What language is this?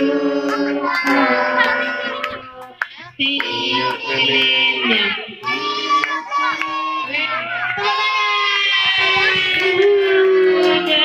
Indonesian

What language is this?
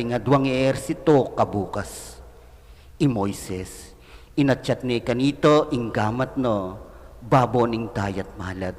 Pampanga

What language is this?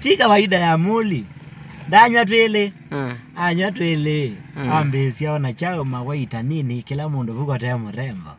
Kamba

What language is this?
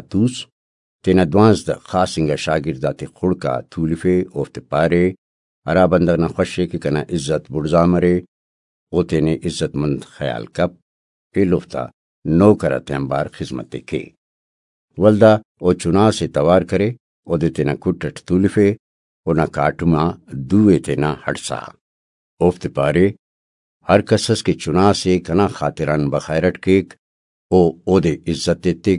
Brahui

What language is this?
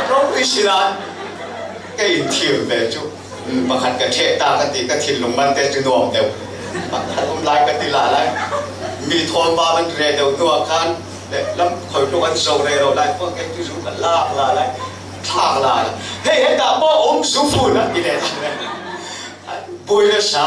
Falam Chin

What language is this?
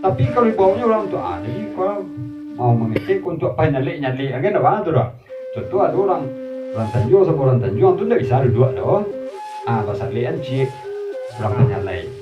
Minangkabau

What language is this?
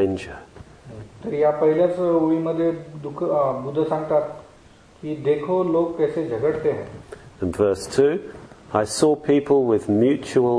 Marathi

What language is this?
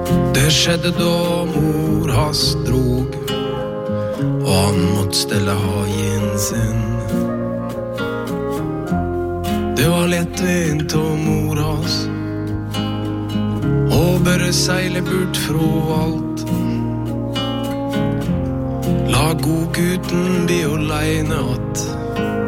Norwegian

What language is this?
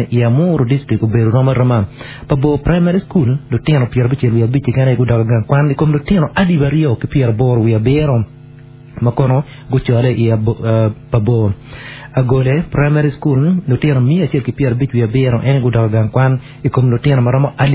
Acoli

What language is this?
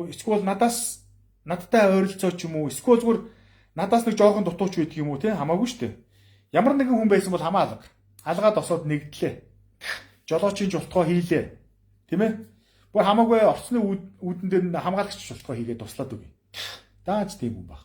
Mongolian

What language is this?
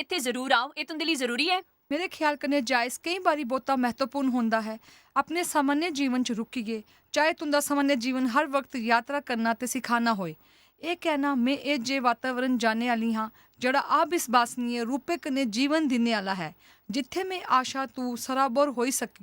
Dogri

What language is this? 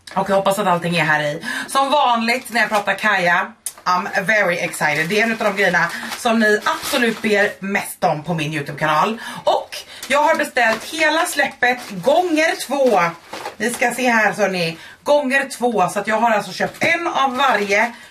Swedish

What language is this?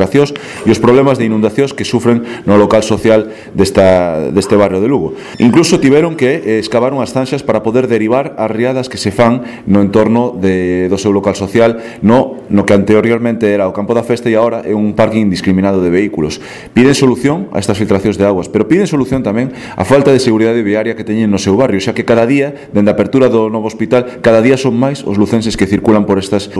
Galician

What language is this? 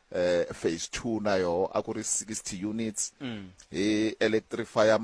Tsonga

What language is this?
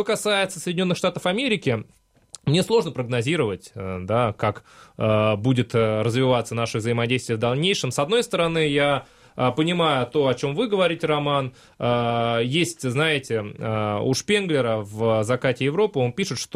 Russian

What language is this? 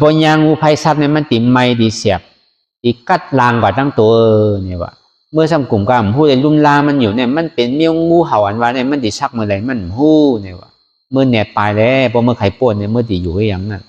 Shan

